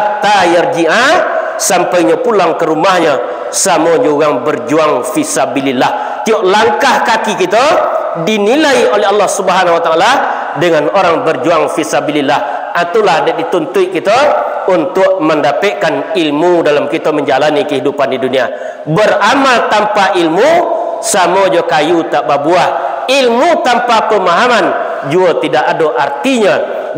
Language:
Minangkabau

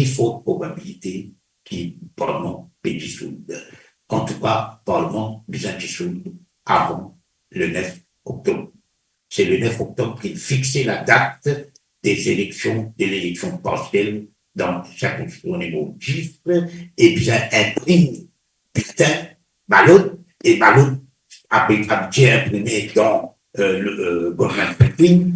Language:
Morisyen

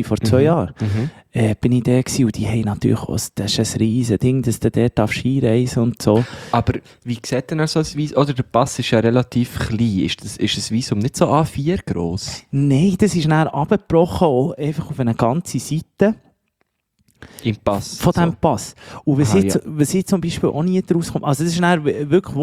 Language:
German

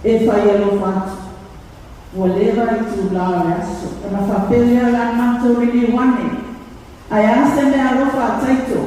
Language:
Samoan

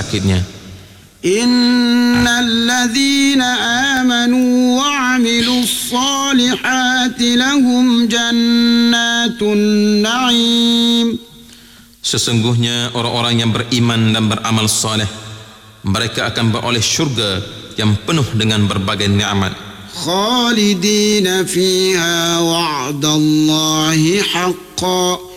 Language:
Malay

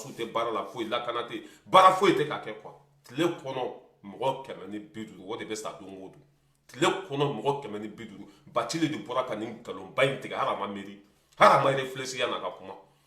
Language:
Bambara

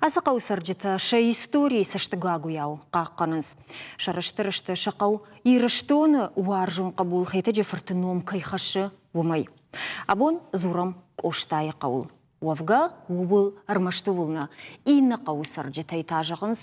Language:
Ossetic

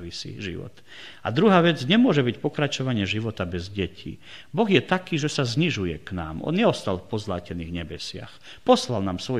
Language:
Slovak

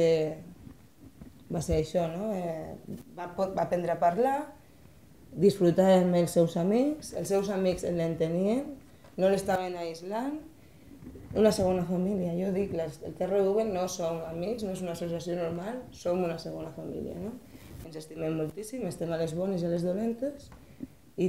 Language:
Catalan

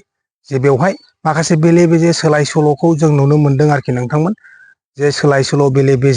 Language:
Bodo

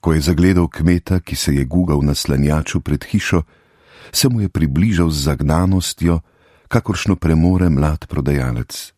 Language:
Slovenian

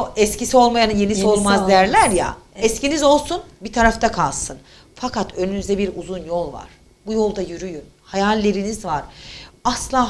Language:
Turkish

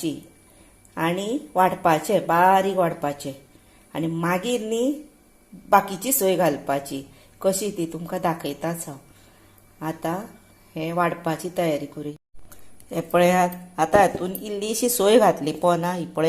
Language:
Konkani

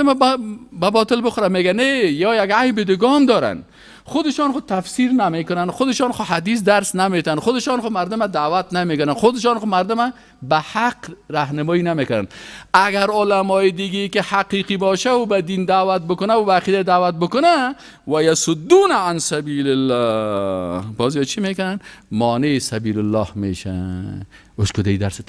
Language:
Persian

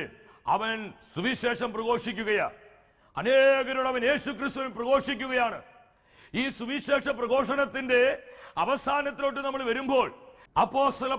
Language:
Malayalam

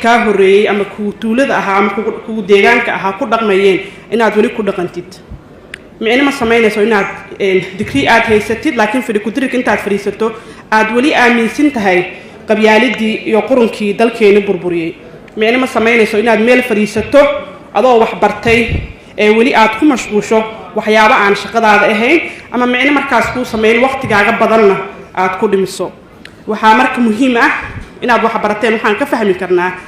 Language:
Somali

